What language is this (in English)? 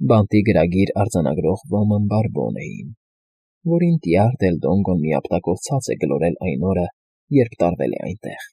Armenian